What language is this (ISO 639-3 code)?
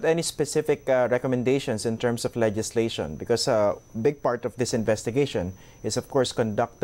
eng